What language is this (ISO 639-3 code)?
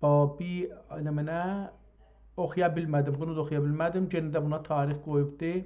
azb